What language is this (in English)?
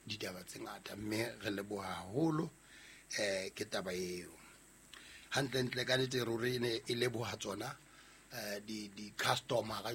Southern Sotho